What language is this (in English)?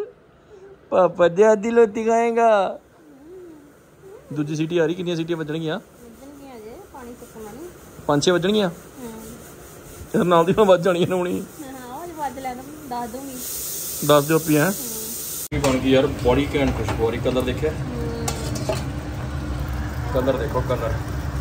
Punjabi